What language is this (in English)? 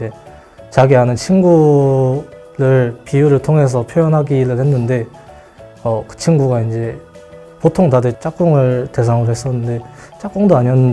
Korean